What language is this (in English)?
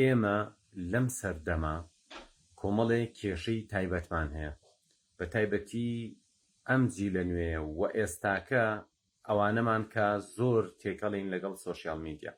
Central Kurdish